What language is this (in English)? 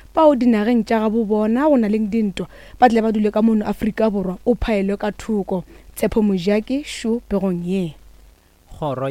Northern Sotho